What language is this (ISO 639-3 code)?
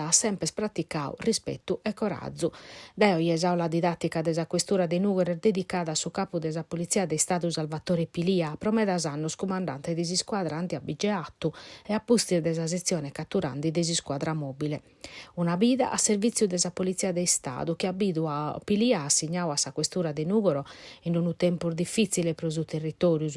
srd